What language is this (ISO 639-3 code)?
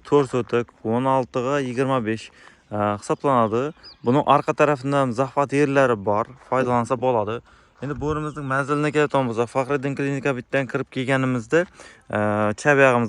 uzb